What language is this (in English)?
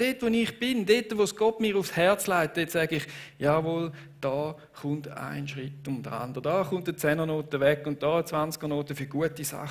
Swiss German